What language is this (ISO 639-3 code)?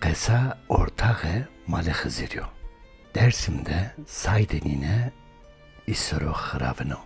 zza